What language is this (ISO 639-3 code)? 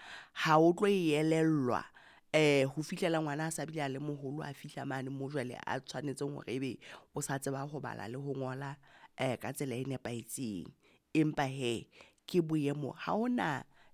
sot